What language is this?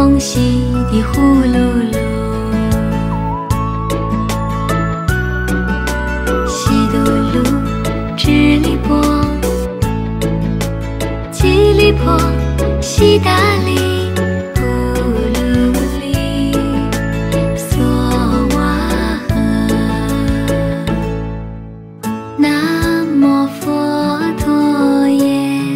Chinese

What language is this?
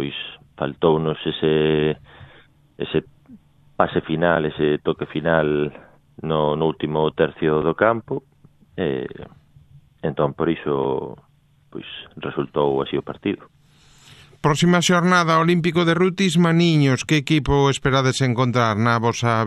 Galician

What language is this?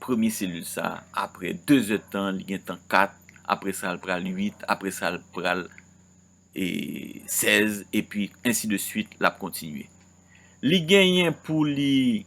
Haitian Creole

